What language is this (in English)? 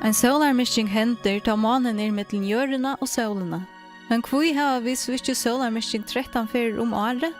Faroese